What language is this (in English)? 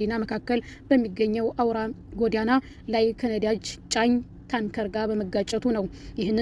Amharic